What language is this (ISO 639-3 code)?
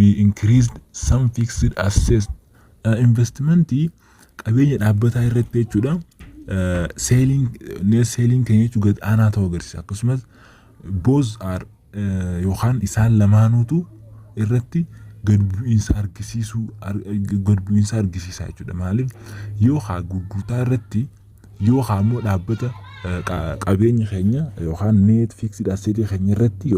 orm